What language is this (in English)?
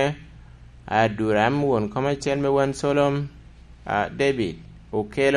Lango (Uganda)